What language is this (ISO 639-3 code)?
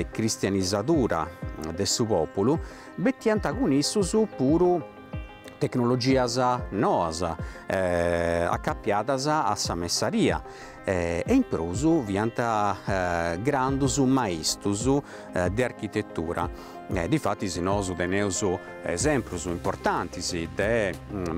srd